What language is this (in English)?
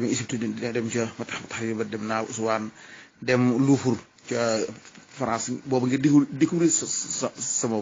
Wolof